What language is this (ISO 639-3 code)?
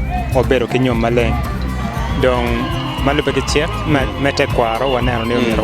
ach